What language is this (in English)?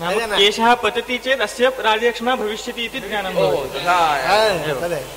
Sanskrit